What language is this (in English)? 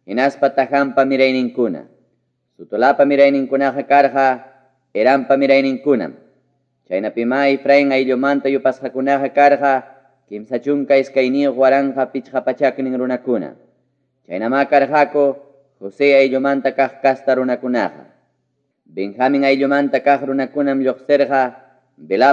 Ayacucho Quechua